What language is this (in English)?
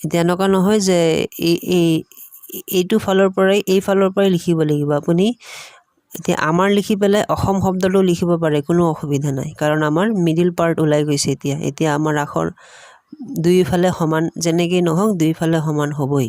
Assamese